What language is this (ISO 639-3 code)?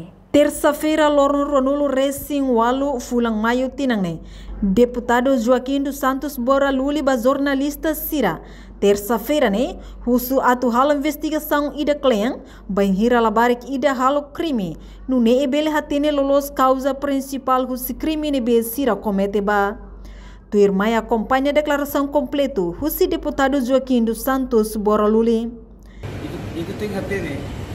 tet